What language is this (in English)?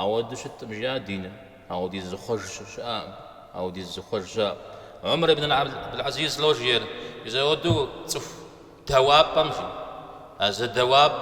Kabardian